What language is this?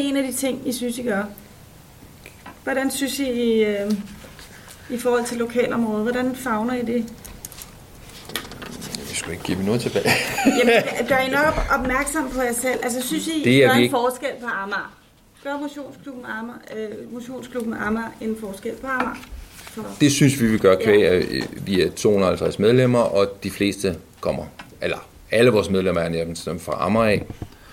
Danish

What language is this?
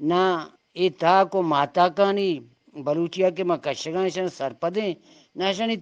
Eastern Balochi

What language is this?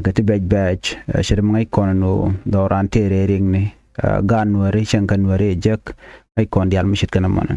Nuer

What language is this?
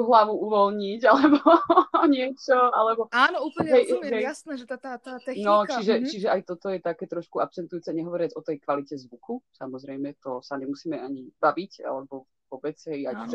Slovak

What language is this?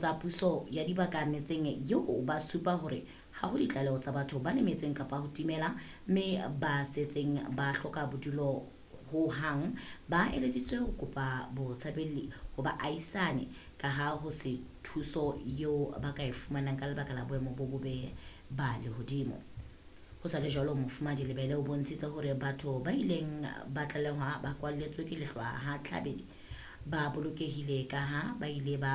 Southern Sotho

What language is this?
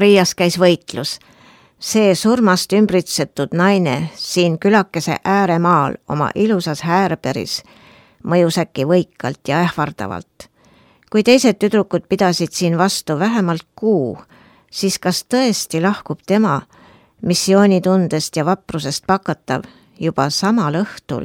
Estonian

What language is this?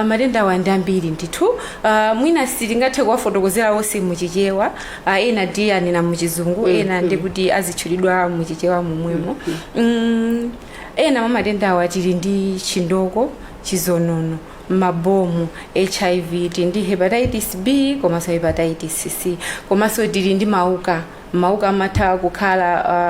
Nyanja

